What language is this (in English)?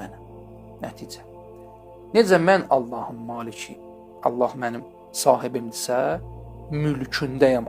Azerbaijani